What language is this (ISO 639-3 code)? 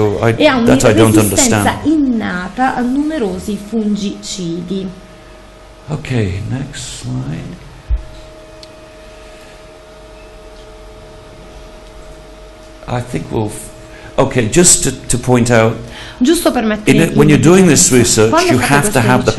ita